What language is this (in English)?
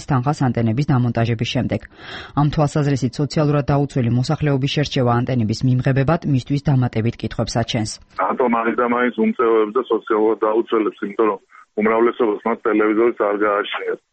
Georgian